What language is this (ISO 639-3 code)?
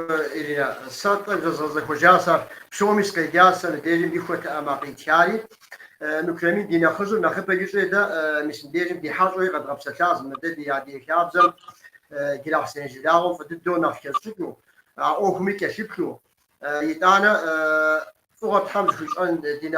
kbd